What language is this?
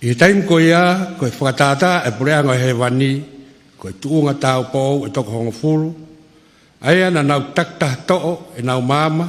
Tongan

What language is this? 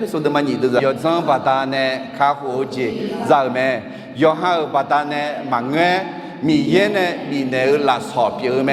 Akha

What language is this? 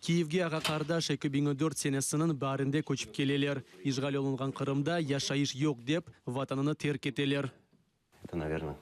Crimean Tatar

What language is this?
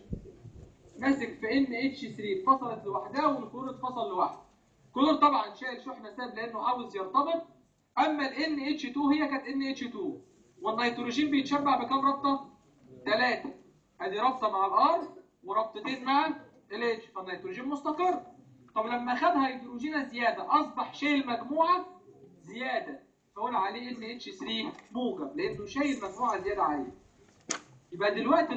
Egyptian Arabic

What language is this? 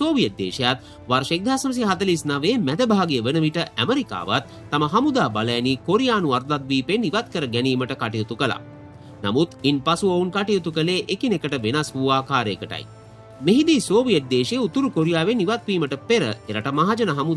Sinhala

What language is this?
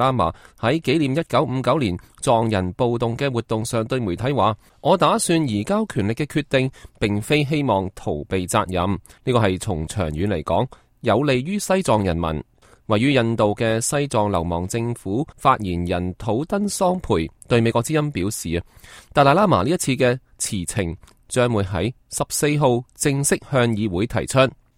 Cantonese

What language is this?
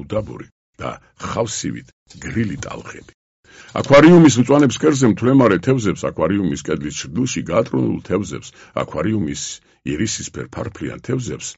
Georgian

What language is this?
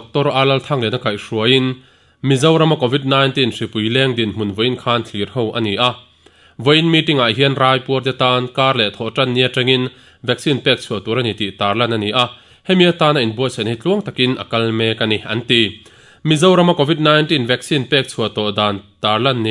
Mizo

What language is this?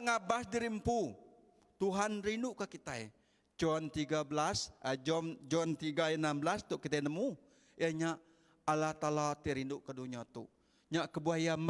Iban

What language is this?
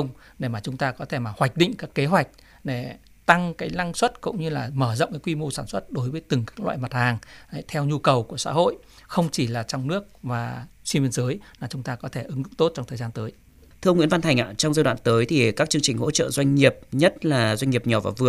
Vietnamese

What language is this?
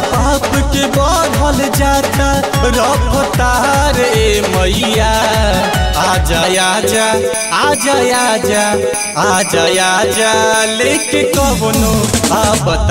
Bhojpuri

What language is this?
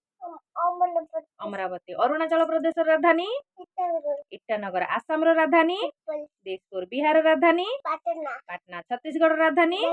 Odia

